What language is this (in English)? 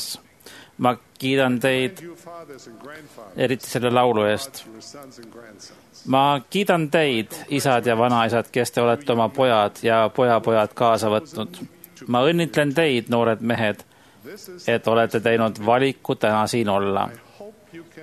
Estonian